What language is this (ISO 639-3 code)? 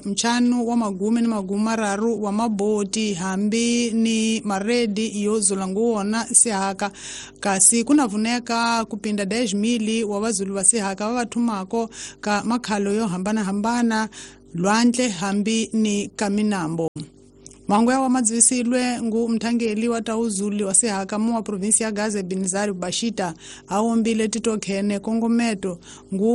tso